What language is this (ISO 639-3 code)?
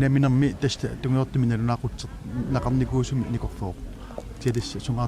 kal